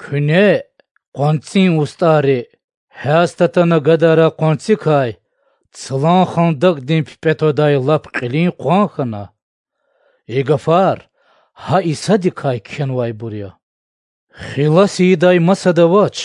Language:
Lezghian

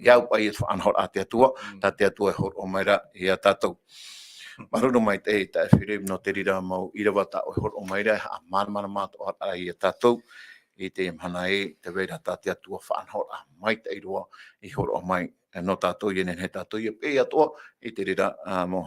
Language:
Tahitian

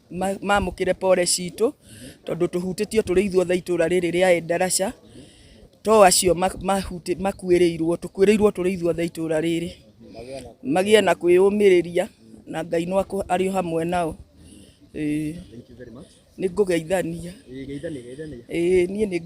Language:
Kikuyu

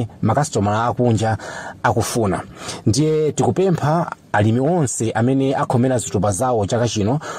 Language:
Nyanja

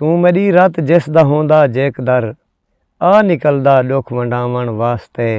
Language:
Saraiki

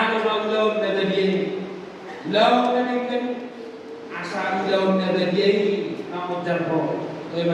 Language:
Batak Toba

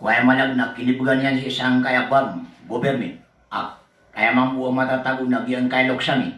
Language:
Maranao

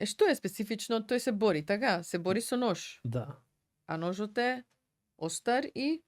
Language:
Macedonian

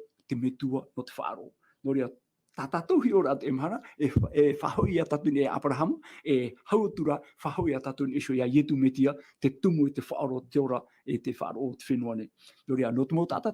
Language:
Tahitian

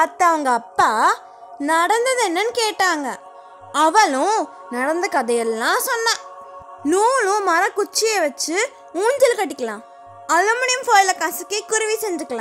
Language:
Tamil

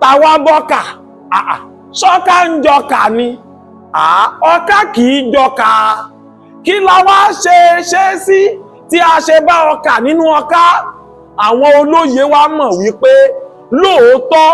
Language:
Yoruba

